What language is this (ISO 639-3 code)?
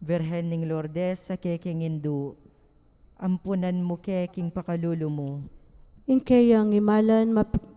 pam